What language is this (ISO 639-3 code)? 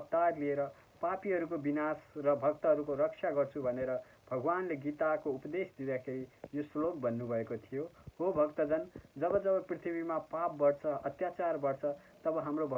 nep